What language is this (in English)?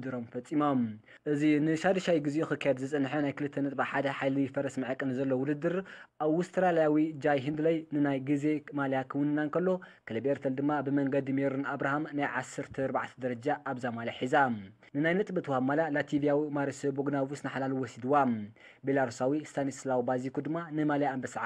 Tigrinya